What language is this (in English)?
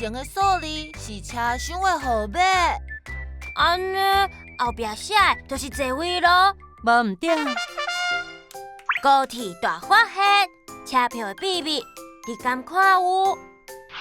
Min Nan Chinese